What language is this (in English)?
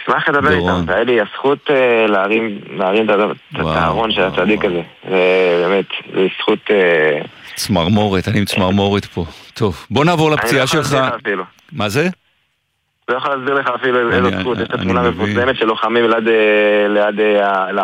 Hebrew